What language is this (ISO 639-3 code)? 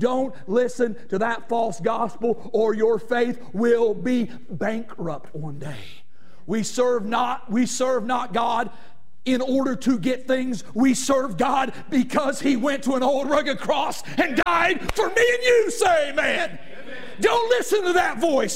eng